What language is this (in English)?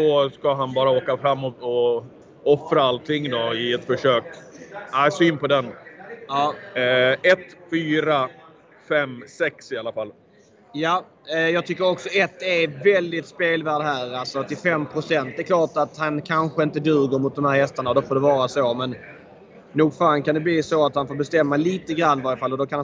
Swedish